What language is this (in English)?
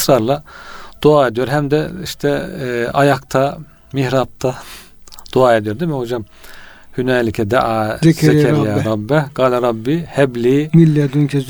Turkish